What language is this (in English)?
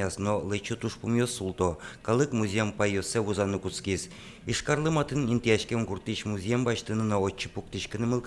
Udmurt